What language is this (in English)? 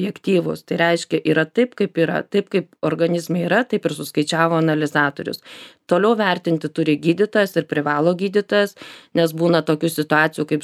Lithuanian